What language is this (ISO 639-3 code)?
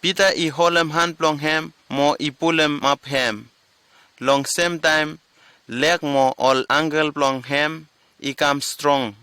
bis